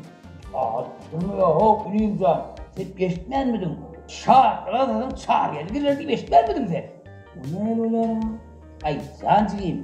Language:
Turkmen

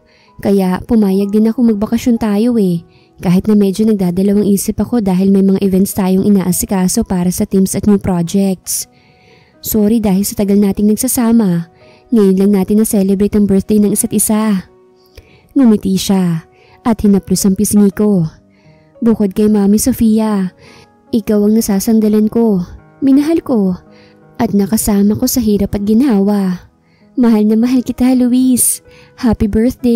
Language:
Filipino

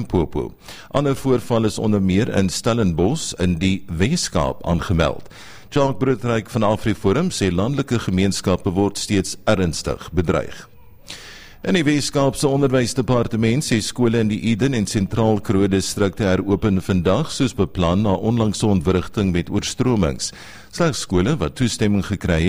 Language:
Afrikaans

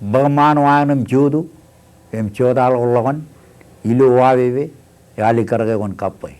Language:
Marshallese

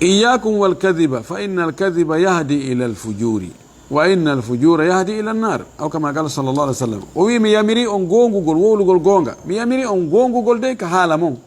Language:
Fula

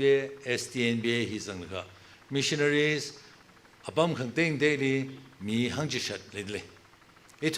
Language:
Tangkhul Naga (India)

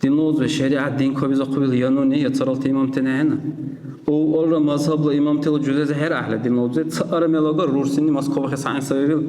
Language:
Dargwa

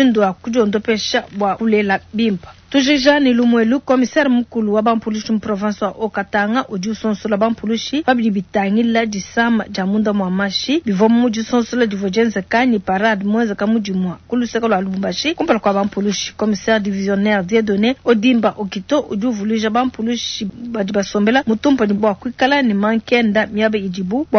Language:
Luba-Lulua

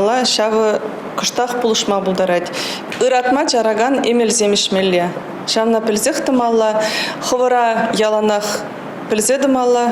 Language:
Chuvash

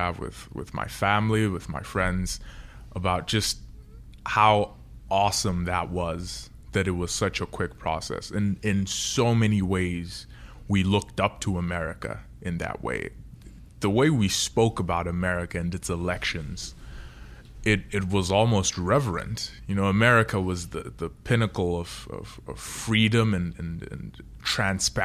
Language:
English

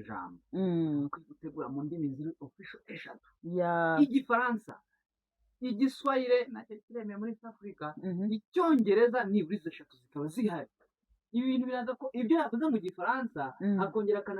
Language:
Kinyarwanda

